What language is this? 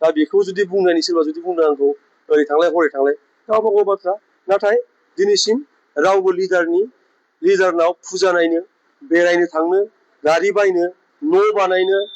Bodo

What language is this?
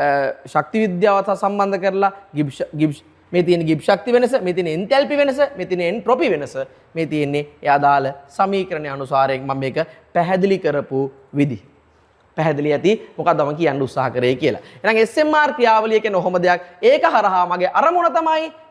Sinhala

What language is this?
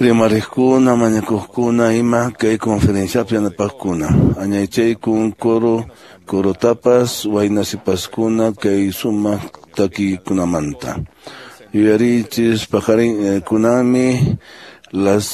Quechua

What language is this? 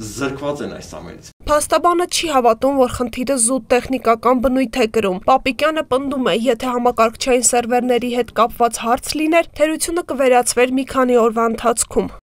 Armenian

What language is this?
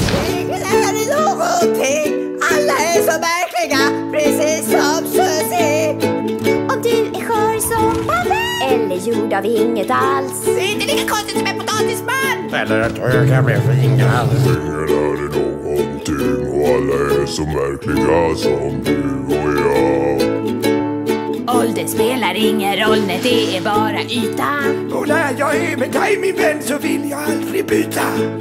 Swedish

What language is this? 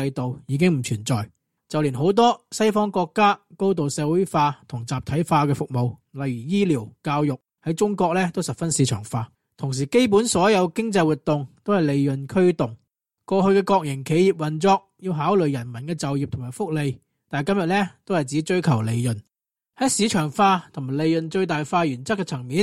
Cantonese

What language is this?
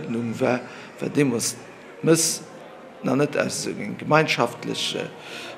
Luxembourgish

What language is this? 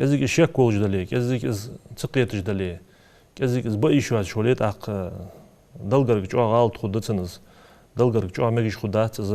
Ingush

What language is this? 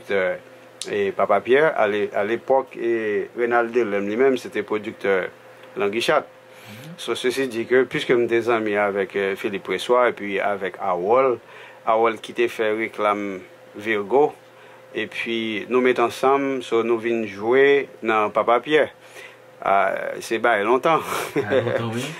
Haitian Creole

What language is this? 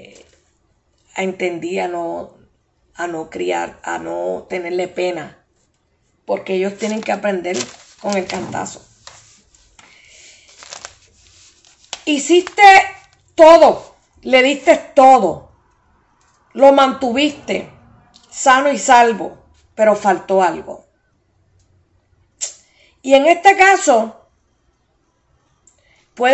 Spanish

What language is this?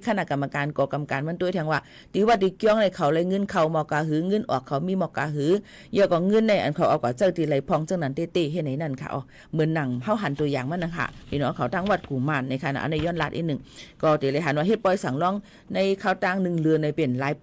Shan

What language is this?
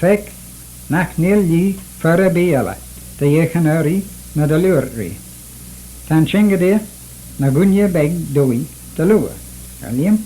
Manx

